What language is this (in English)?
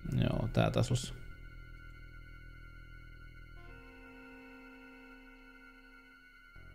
Finnish